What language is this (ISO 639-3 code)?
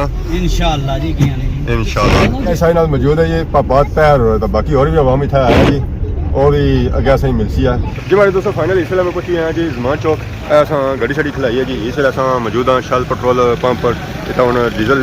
phr